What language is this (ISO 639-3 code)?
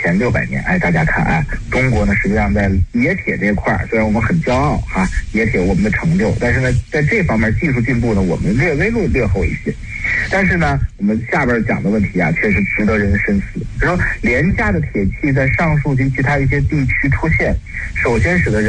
zho